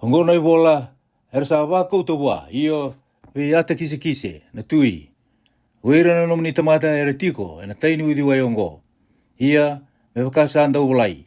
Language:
Fijian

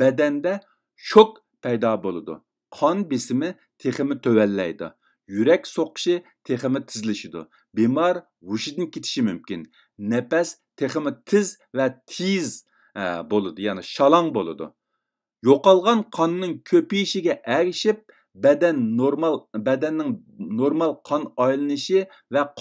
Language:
Uyghur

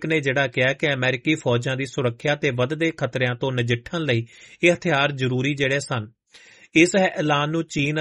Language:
Punjabi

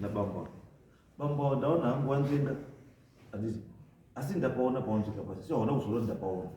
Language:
Shona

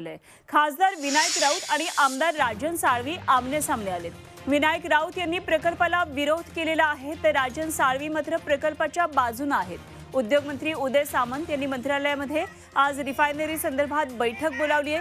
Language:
Marathi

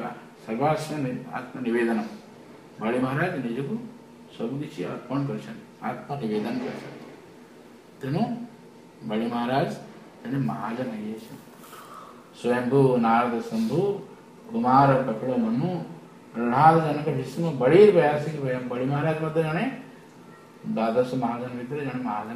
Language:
Odia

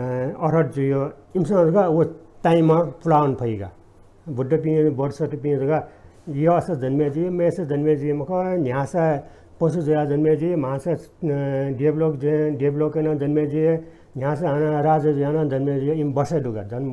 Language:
Newari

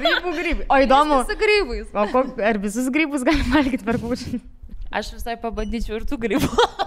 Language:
Lithuanian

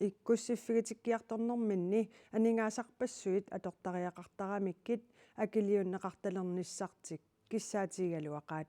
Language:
Kalaallisut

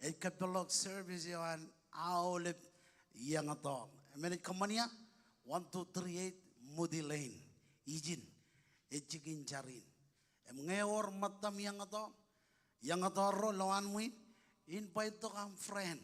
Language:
Marshallese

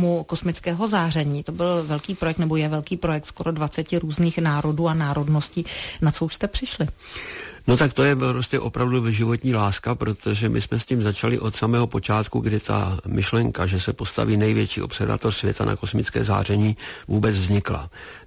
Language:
Czech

